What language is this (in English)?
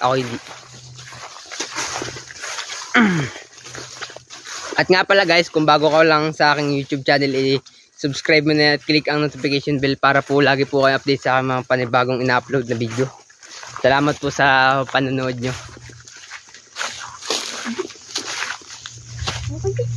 Filipino